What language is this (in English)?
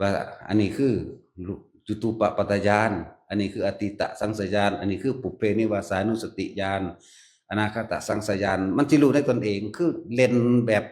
Northeastern Thai